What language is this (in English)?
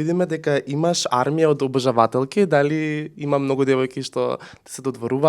Macedonian